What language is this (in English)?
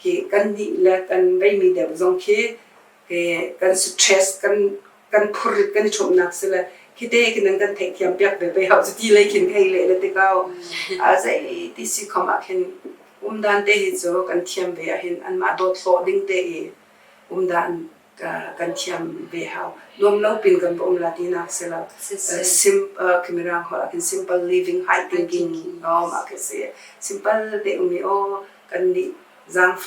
Hakha Chin